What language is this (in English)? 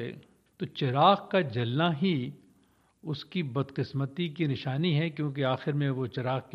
Urdu